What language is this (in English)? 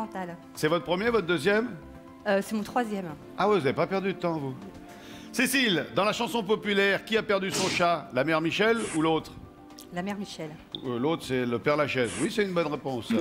French